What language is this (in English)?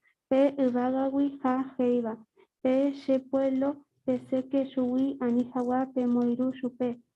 Guarani